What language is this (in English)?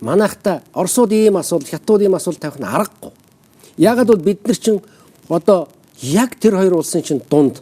Mongolian